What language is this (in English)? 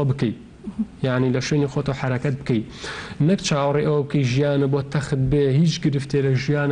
Central Kurdish